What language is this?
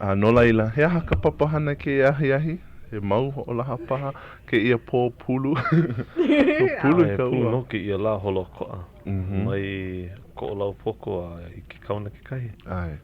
Hawaiian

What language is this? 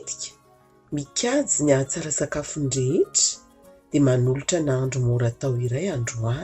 Malagasy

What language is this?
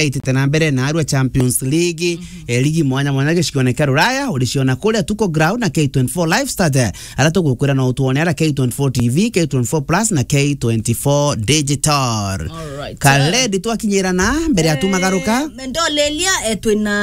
Meru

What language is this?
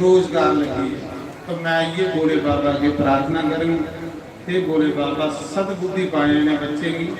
Dogri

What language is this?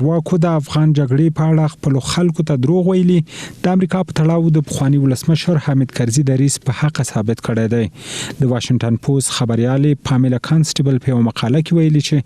Pashto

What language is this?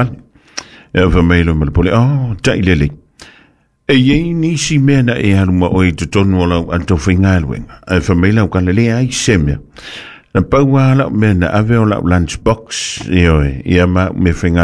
Samoan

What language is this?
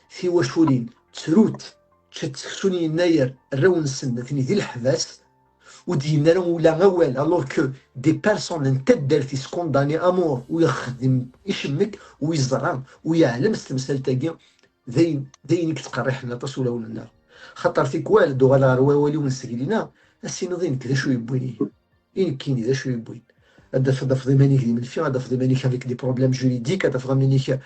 Kabyle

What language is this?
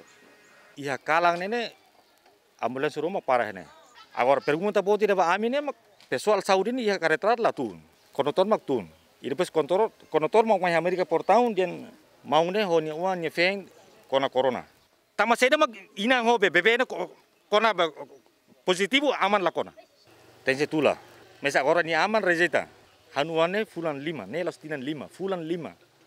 Tetum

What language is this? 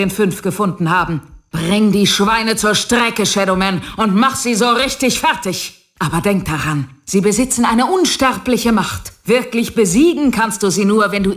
Bavarian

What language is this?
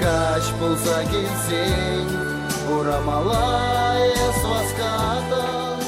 Chuvash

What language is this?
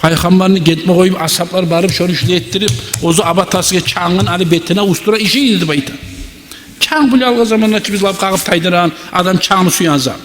Kumyk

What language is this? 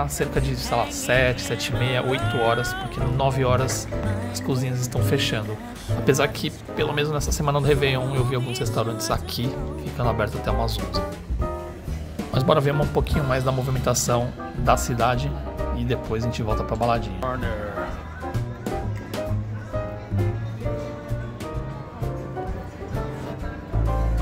Portuguese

